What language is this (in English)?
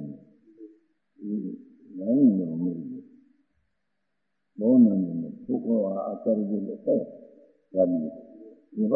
Gujarati